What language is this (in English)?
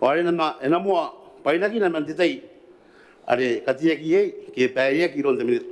Gilbertese